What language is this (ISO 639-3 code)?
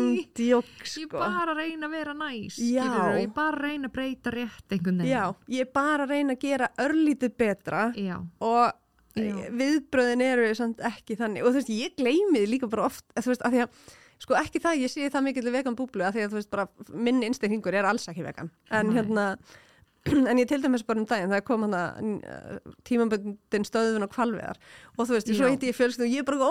isl